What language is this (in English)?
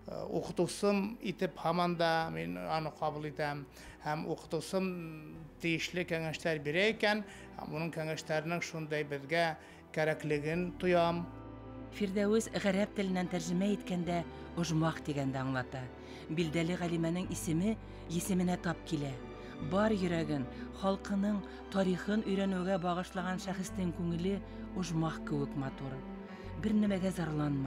Bashkir